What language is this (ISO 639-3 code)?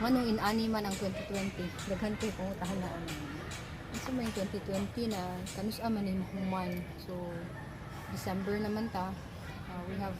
ceb